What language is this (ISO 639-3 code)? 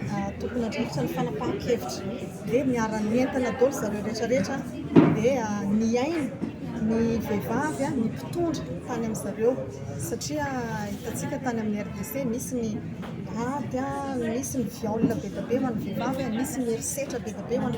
mlg